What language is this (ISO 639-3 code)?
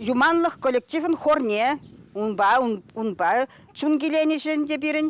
chv